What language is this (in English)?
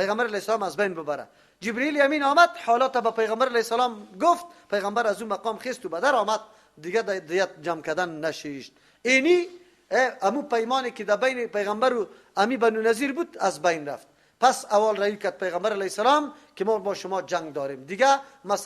Persian